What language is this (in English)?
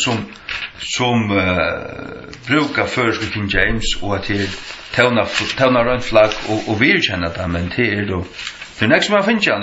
Faroese